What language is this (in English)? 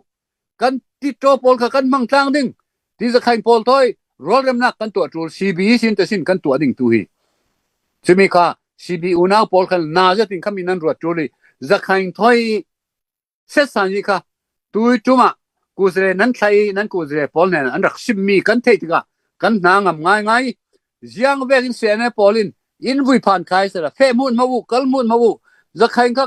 Falam Chin